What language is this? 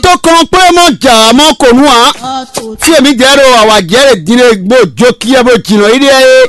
Fon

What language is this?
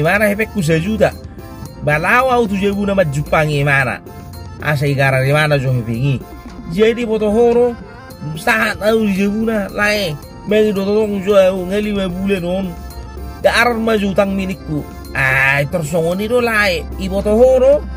Batak Toba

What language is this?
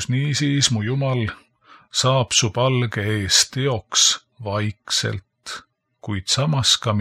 Estonian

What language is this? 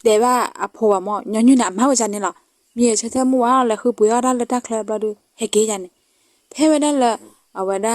S'gaw Karen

